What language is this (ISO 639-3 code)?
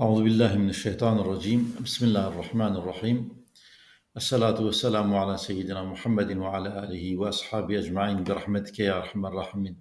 kur